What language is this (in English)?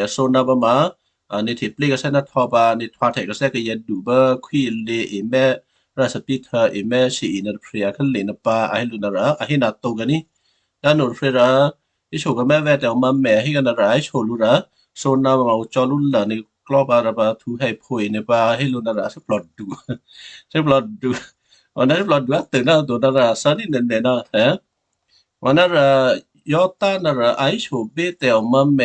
Western Kayah